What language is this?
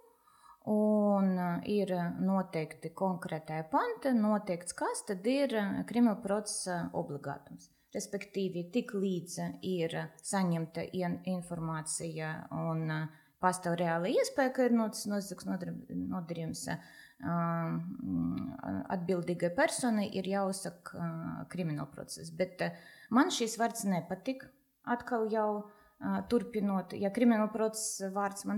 Latvian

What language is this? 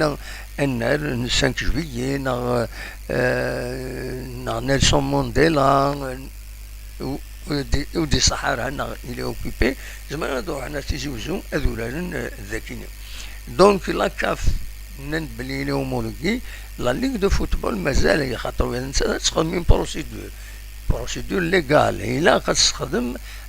Kabyle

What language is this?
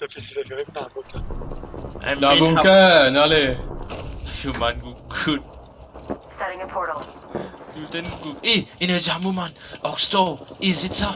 Morisyen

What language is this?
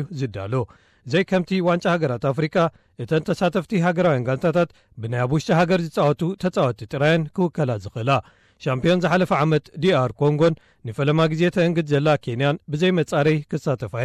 Tigrinya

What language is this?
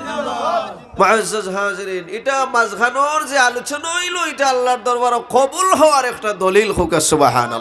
Sylheti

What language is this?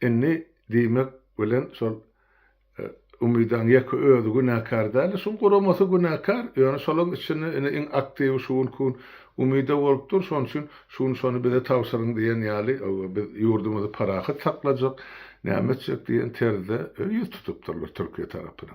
Turkmen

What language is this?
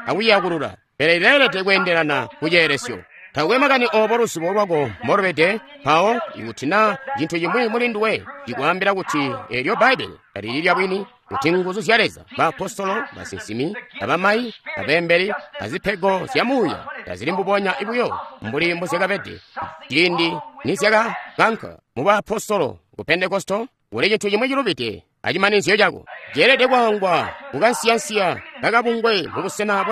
Tonga (Zambia)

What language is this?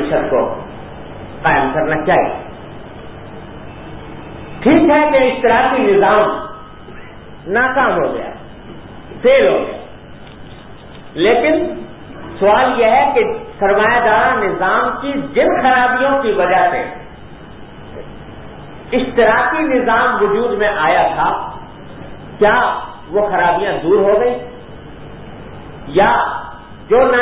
Urdu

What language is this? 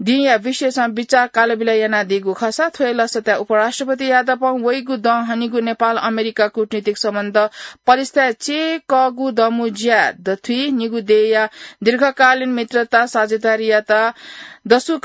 Newari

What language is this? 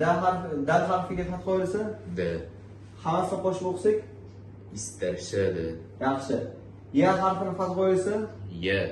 Uzbek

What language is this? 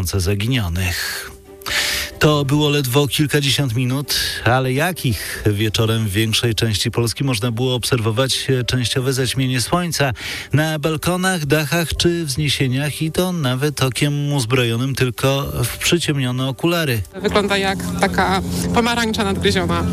Polish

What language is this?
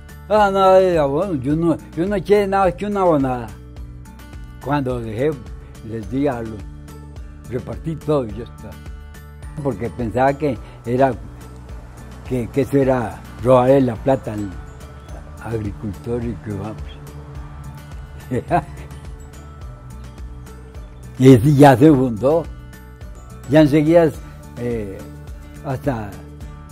Spanish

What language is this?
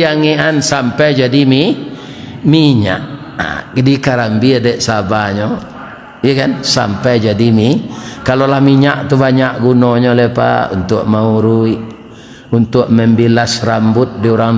Minangkabau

